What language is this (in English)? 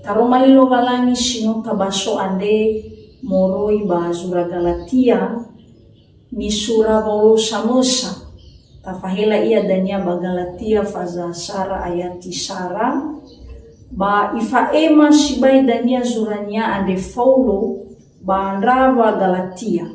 Nias